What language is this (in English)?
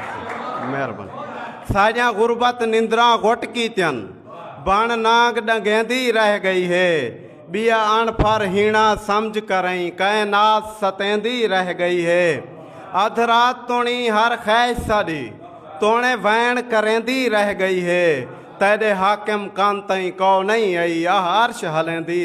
Saraiki